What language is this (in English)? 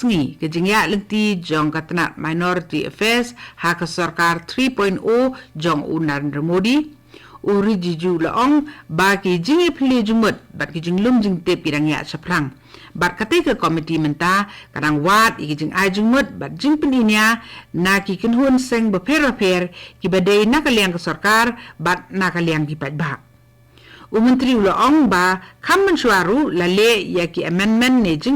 Khasi